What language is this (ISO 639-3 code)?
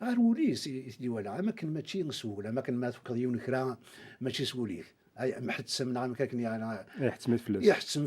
kab